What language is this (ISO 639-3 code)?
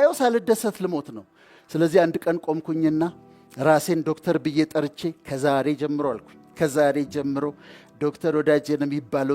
amh